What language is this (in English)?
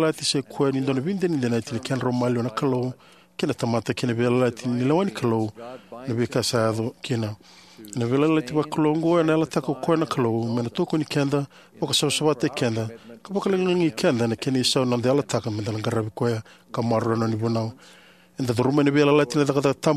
Fijian